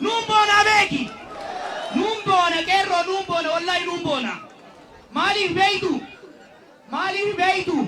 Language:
Oromo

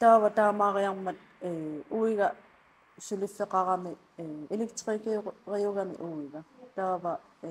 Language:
Kalaallisut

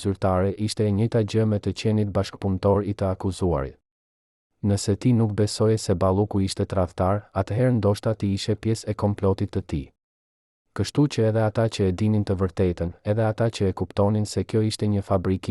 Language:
Albanian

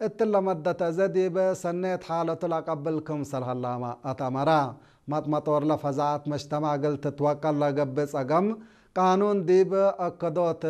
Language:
Tigre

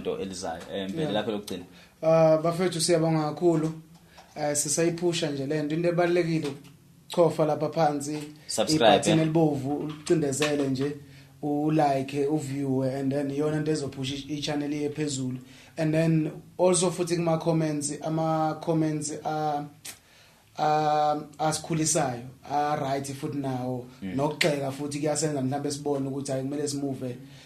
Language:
Zulu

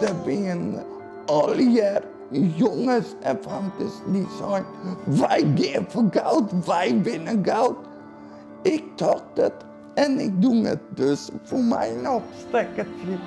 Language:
Western Frisian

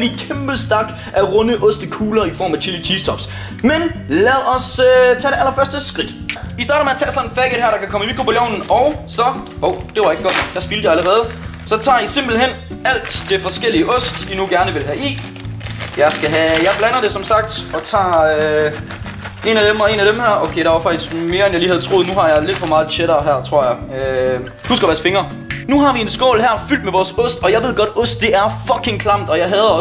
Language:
Danish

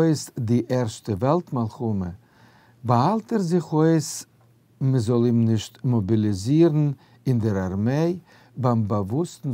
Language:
Yiddish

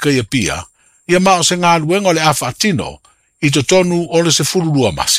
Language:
Samoan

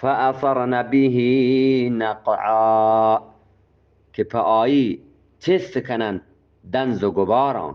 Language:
Eastern Balochi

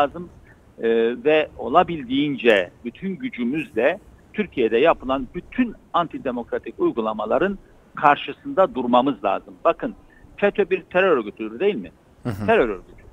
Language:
Turkish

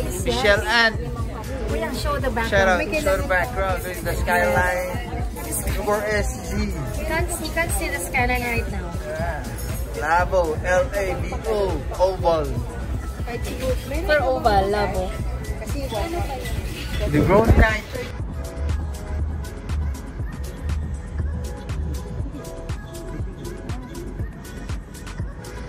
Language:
Filipino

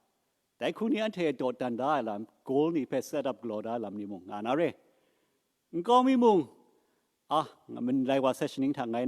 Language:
Kachin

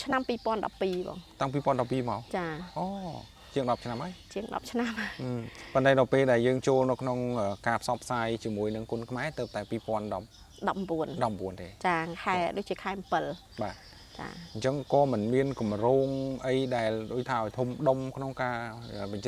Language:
Khmer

